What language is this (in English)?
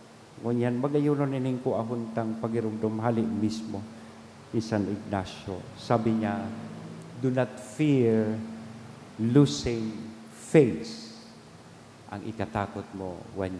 Bikol